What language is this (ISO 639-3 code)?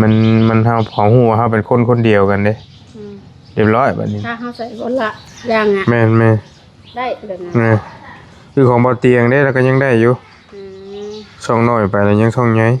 lao